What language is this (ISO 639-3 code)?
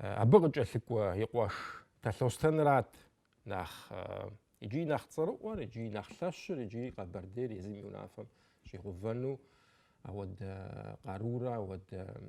kbd